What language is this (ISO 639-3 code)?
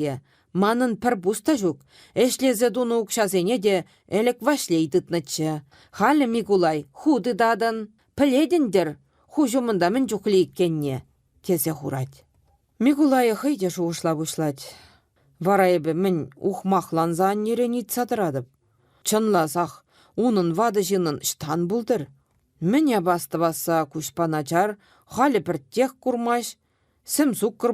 chv